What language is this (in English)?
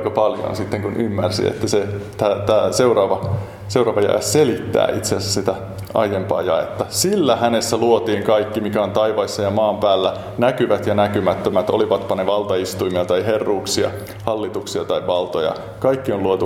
Finnish